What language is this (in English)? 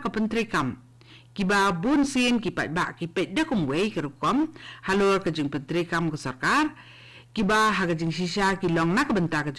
Khasi